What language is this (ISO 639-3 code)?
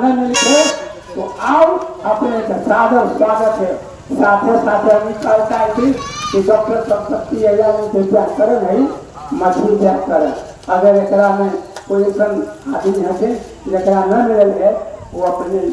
mag